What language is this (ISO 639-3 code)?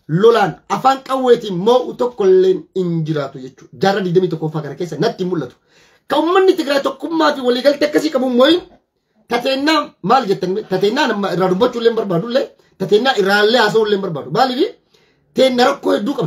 orm